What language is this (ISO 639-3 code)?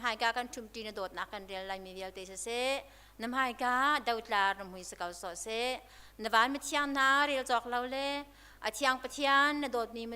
cnh